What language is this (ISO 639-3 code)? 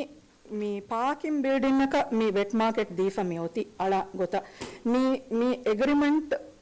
div